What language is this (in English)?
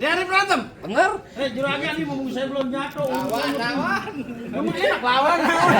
Betawi